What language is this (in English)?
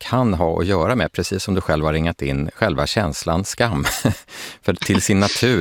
Swedish